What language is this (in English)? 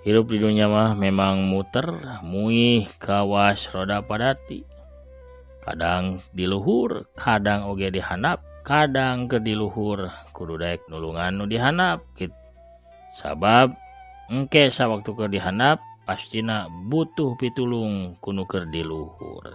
Sundanese